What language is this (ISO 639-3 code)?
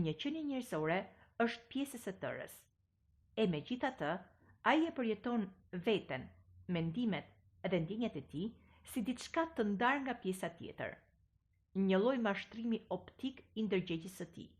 sqi